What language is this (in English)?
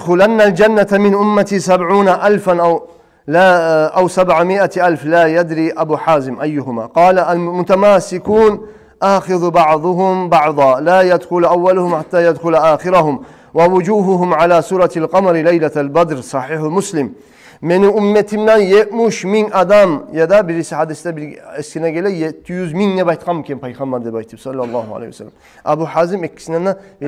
Kumyk